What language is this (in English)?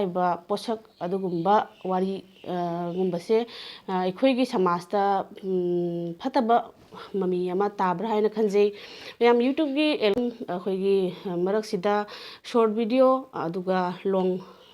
Manipuri